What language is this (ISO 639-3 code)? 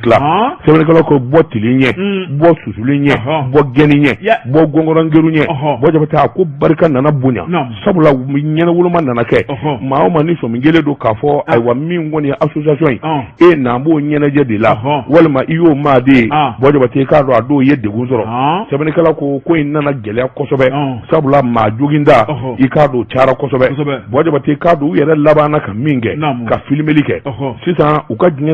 bam